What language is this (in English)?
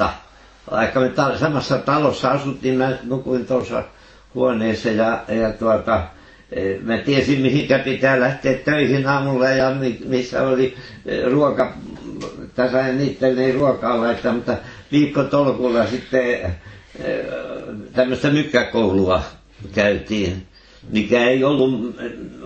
Finnish